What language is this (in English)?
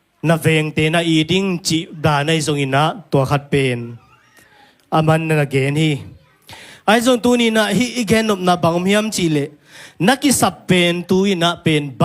Tedim Chin